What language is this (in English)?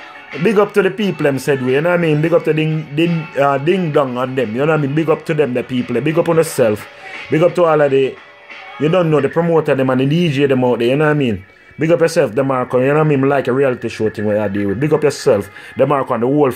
Jamaican Creole English